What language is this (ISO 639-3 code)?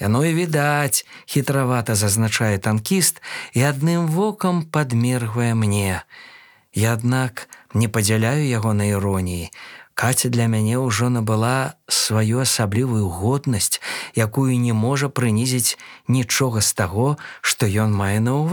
bel